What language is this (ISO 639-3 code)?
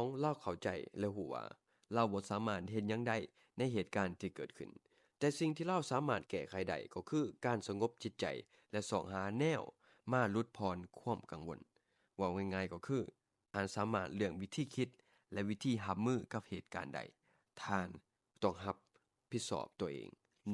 lao